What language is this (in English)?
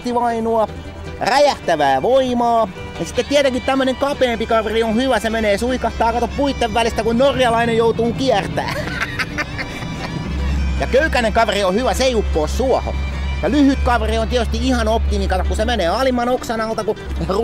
Finnish